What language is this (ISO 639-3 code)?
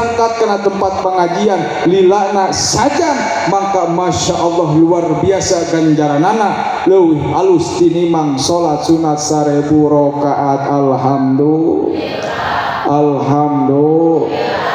sun